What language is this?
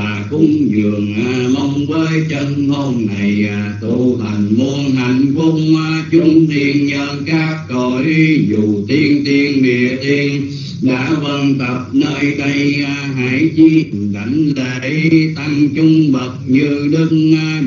Vietnamese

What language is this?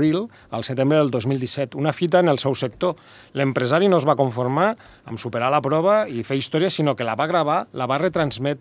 Catalan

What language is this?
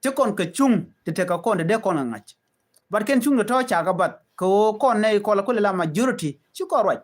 Nuer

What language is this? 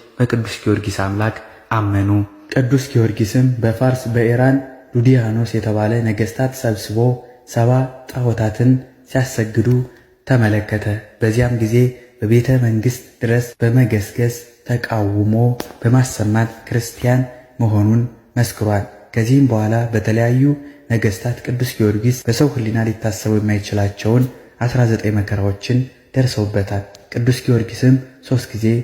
Amharic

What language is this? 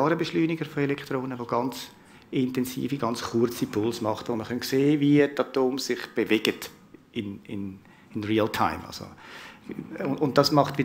Swiss German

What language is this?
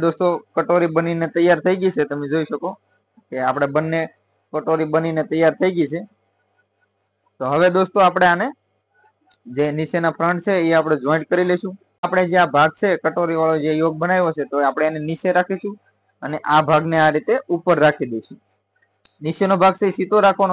Gujarati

